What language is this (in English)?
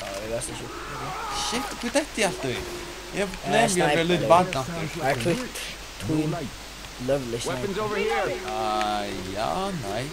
Faroese